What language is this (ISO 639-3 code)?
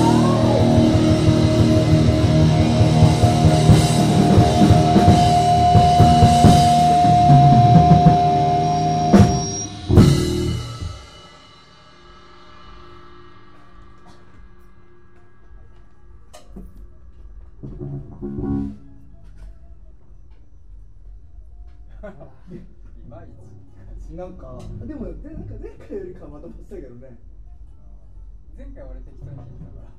jpn